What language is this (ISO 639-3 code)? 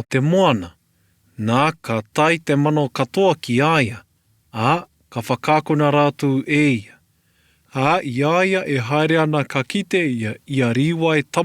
mri